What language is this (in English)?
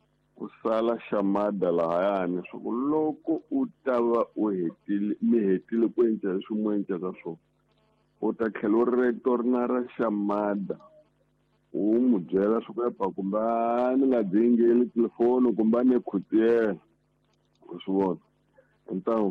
Tsonga